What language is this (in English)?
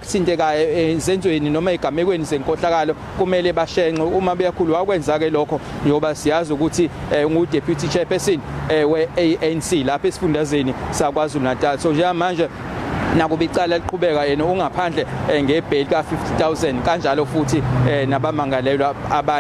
Zulu